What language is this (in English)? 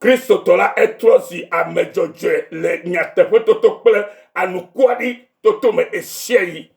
Ewe